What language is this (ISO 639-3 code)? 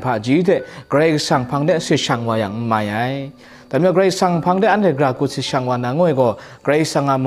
kac